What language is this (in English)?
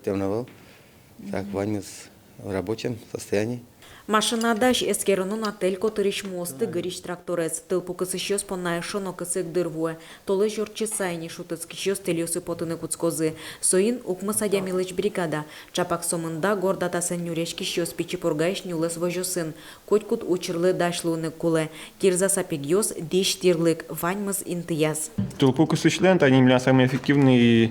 Udmurt